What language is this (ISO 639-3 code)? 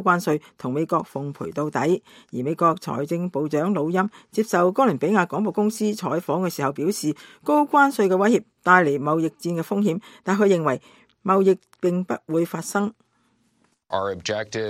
yue